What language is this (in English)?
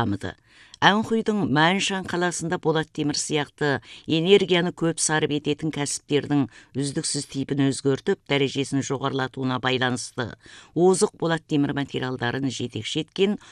Kazakh